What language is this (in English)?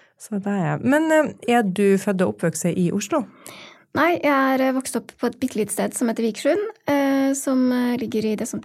Norwegian